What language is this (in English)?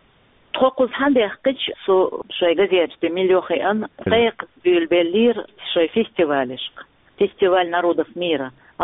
Chechen